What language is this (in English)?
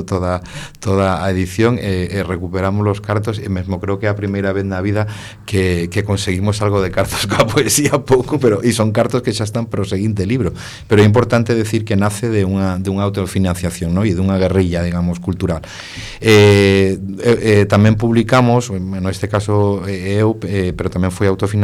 Galician